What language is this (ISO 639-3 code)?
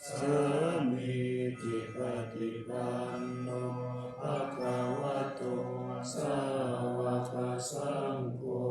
pli